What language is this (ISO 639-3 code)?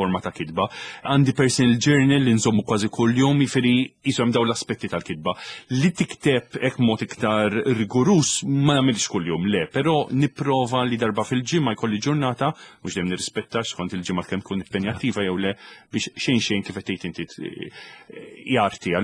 mlt